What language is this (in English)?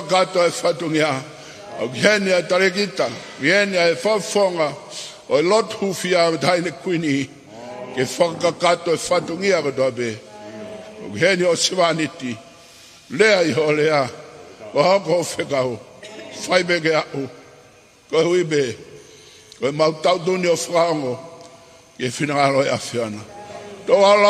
Tongan